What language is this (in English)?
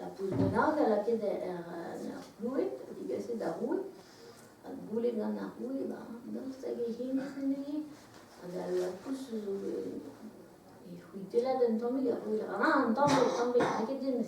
Breton